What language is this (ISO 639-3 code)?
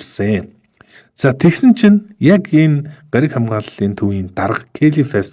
mon